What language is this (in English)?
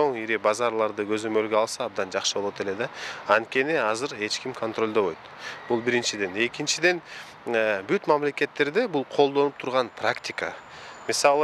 Kyrgyz